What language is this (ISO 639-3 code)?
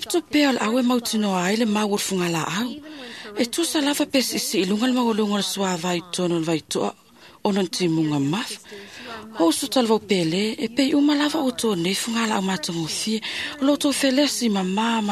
smo